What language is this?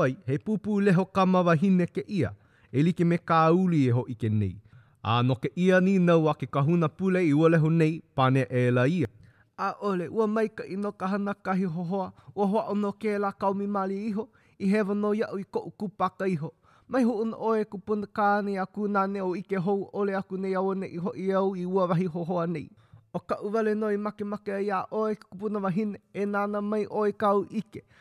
Hawaiian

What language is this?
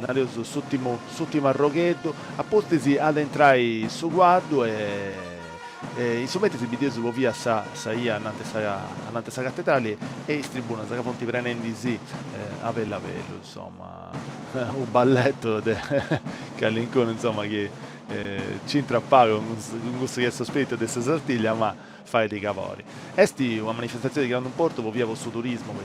Sardinian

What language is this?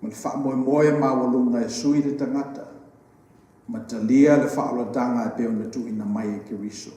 Samoan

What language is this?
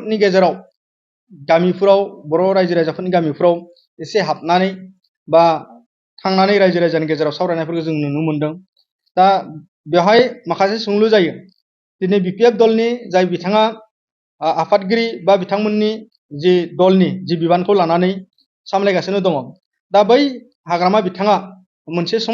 Bodo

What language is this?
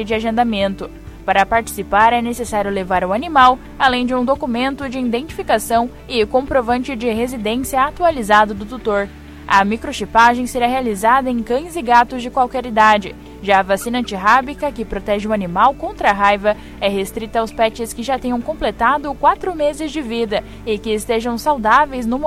Portuguese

